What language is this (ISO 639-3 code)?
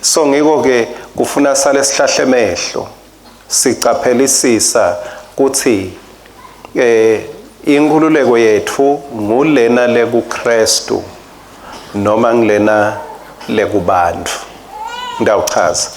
ssw